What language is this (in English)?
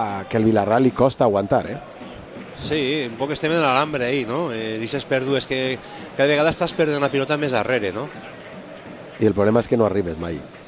Catalan